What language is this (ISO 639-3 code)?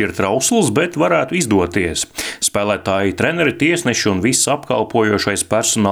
lav